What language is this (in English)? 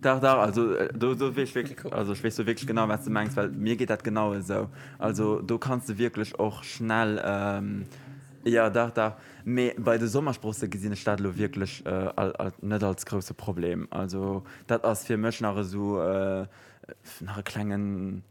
Luxembourgish